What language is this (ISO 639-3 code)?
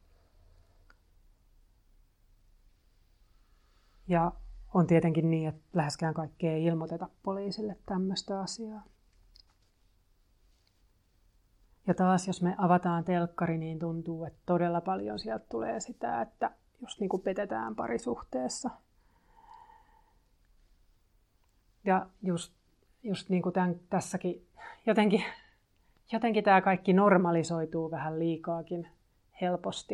fin